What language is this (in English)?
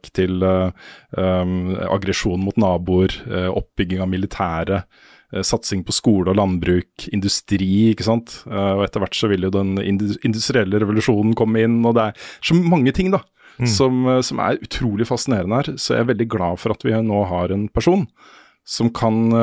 Norwegian